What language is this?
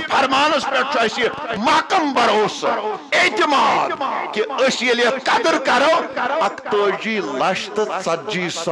Kashmiri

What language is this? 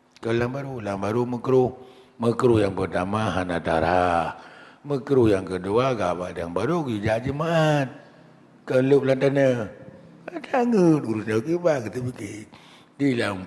Achinese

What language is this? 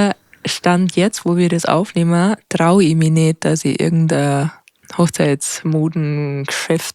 Bavarian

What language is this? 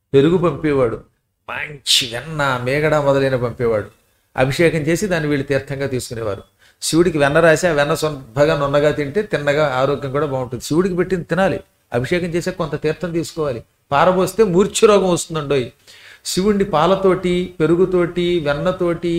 Telugu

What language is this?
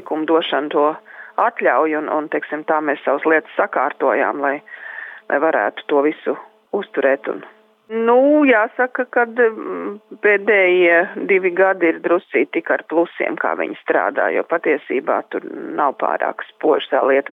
Latvian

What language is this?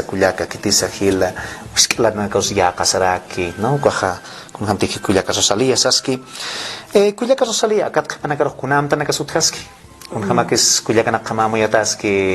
Aymara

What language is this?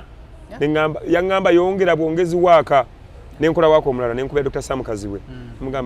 Ganda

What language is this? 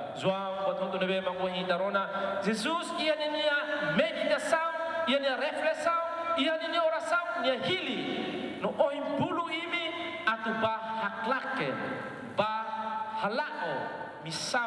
Tetum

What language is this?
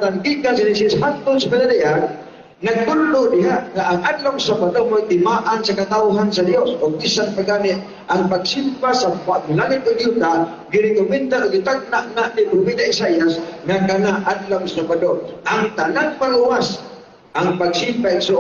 Cebuano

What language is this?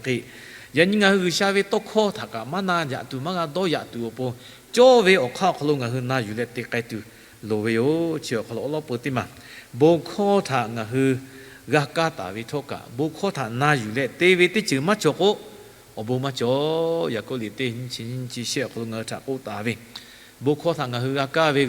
Lahu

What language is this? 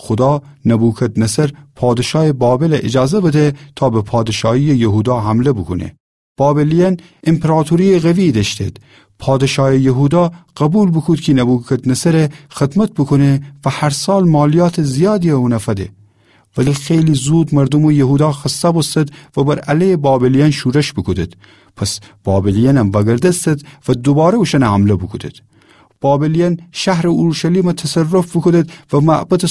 Gilaki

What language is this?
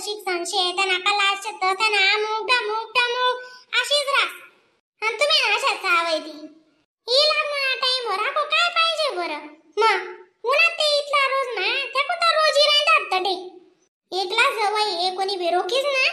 Khandesi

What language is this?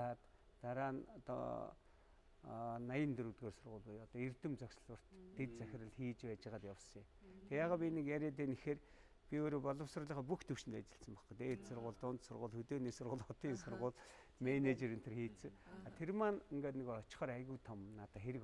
Mongolian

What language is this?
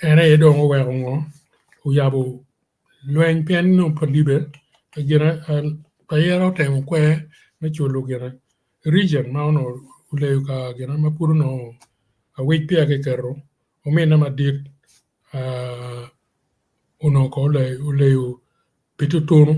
Acoli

